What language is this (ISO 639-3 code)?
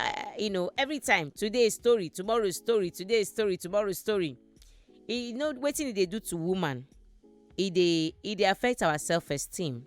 pcm